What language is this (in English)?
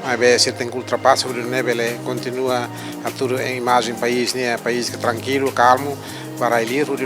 Tetum